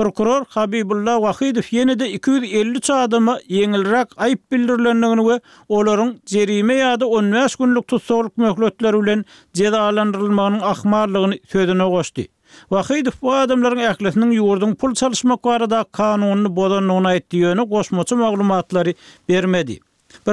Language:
Turkmen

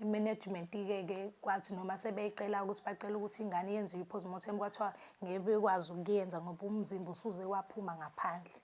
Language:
Zulu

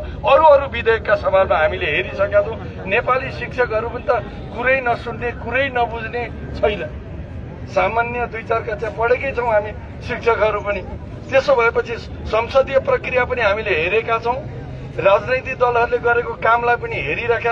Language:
Nepali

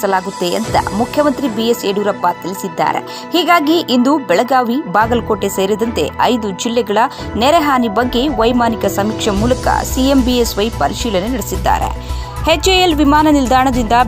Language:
Kannada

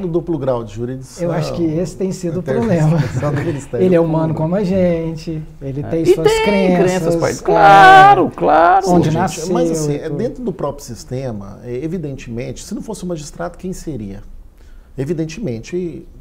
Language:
Portuguese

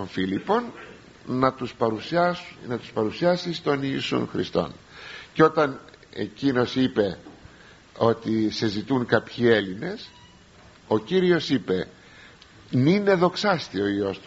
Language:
Greek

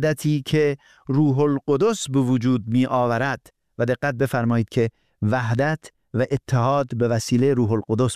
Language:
Persian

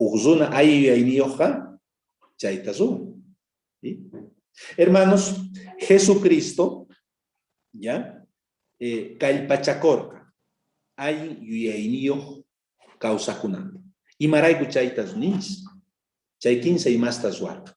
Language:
South Bolivian Quechua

